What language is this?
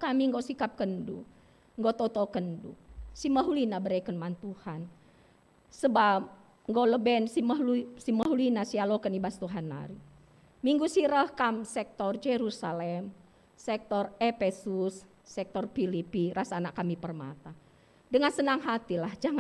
Batak Karo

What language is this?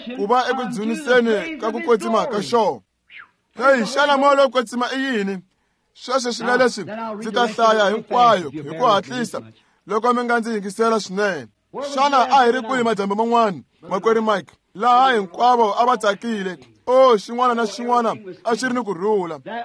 Tsonga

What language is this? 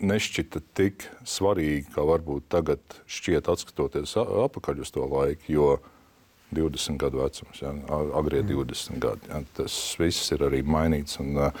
Latvian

